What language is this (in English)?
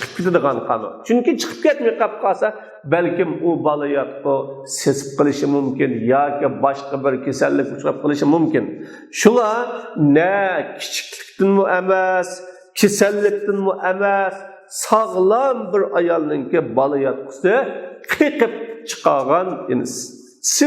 Uyghur